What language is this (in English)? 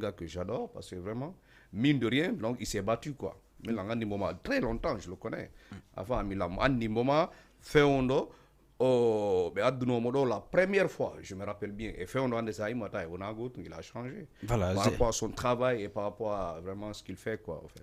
Fula